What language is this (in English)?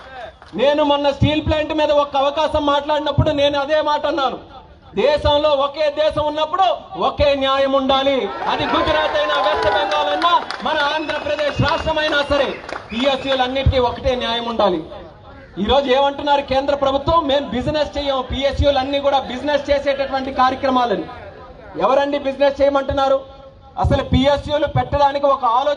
Telugu